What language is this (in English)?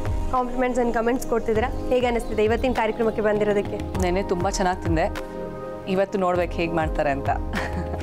Kannada